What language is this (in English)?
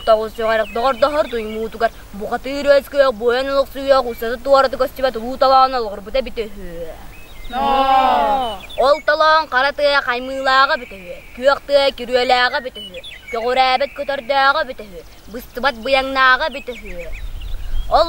Yakut